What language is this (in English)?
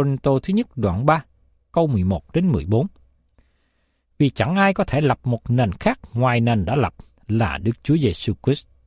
Vietnamese